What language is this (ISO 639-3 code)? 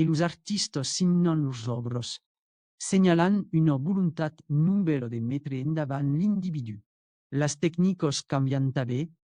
oci